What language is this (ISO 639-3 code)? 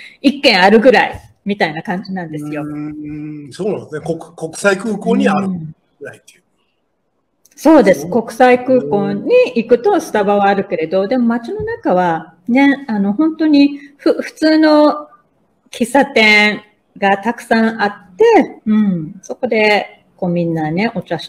jpn